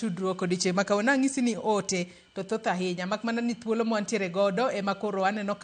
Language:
Luo (Kenya and Tanzania)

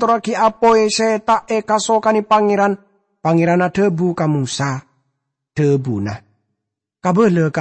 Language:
Madurese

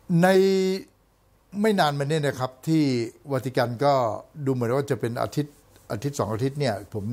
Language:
Thai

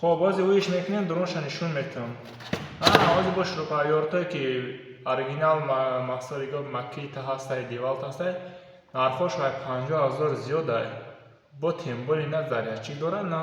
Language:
Tajik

